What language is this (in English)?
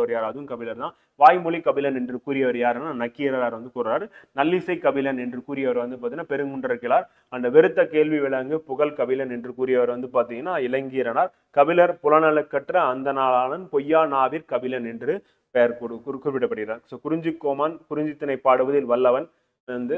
Tamil